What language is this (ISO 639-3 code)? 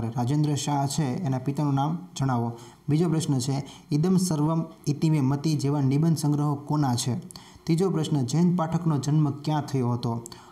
guj